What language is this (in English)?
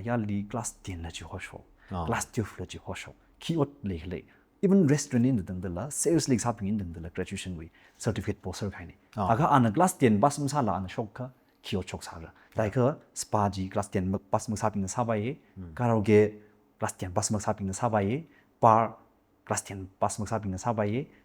Tangkhul Naga (India)